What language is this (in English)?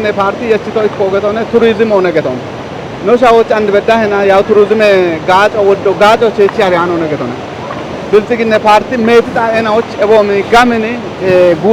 Kafa